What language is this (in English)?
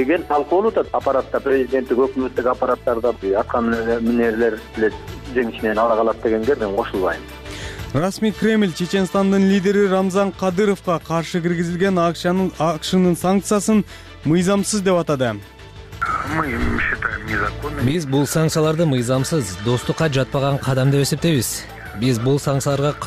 Kyrgyz